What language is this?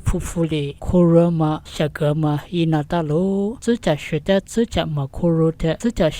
Lisu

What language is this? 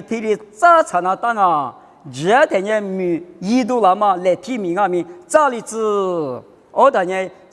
Lisu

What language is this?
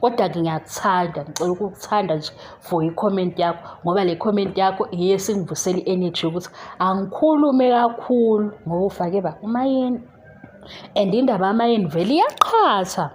Zulu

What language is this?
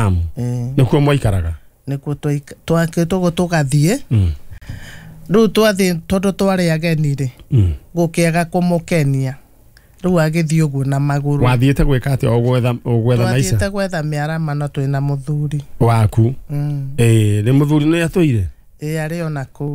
Kikuyu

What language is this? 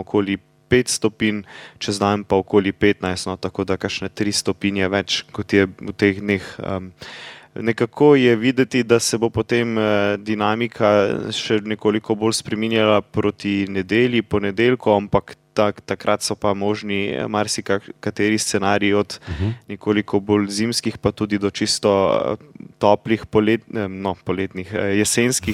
Slovenian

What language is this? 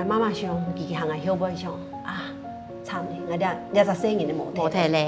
Hakka Chinese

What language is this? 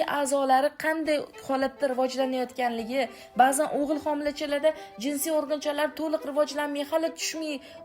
Uzbek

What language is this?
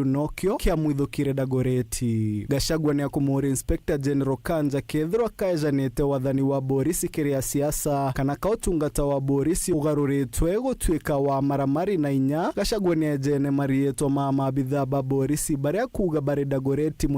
Meru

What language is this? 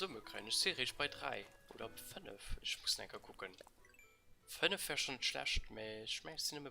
Luxembourgish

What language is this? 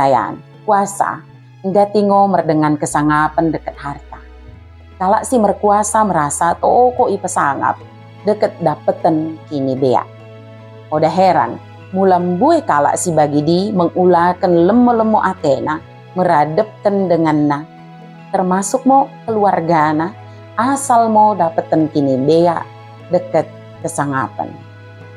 Batak Dairi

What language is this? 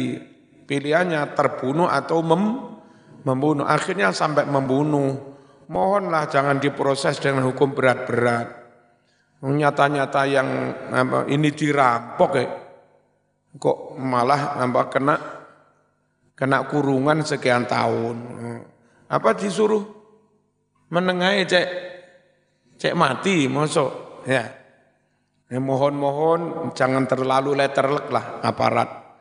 Indonesian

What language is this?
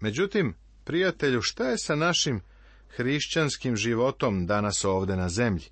Serbian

